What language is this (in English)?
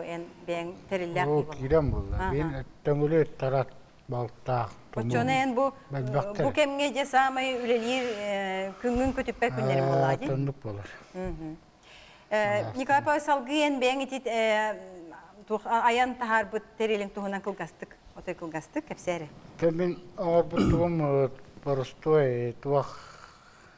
Yakut